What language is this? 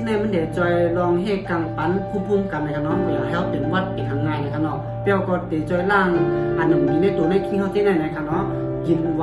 Shan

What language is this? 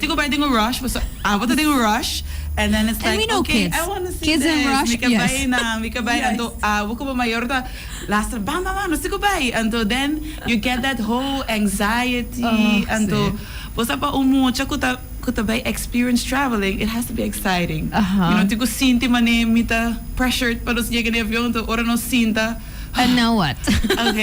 Papiamento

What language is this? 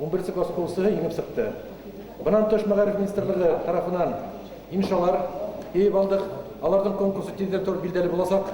Bashkir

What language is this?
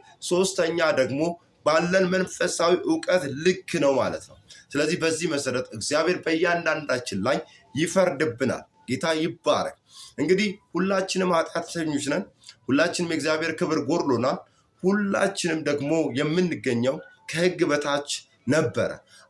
Amharic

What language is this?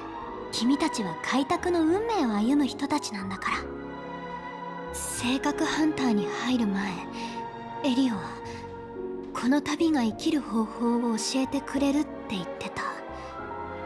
Japanese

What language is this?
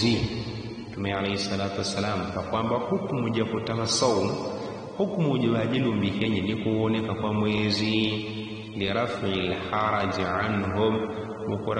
Yao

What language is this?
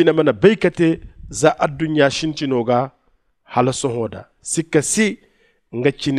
Zarma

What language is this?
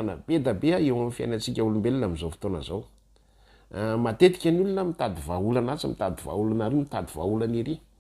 Malagasy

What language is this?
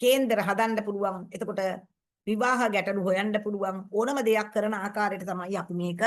Sinhala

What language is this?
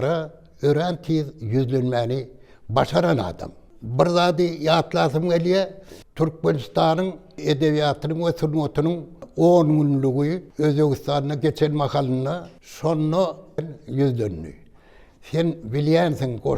Turkmen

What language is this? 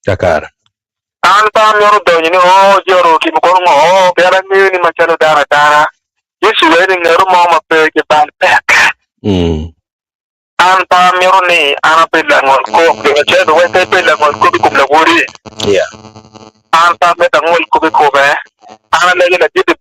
Acoli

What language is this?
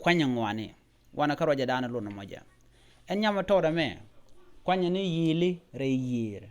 Nuer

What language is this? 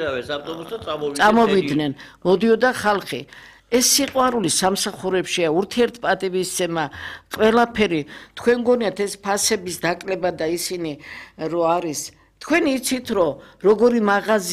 Georgian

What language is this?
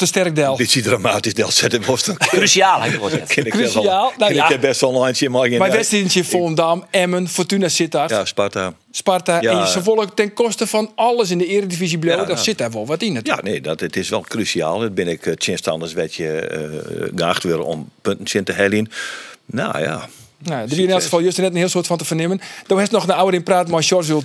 Western Frisian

